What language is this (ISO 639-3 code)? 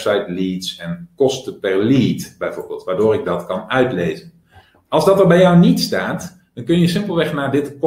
nld